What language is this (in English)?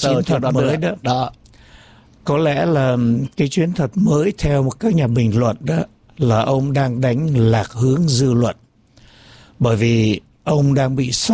Vietnamese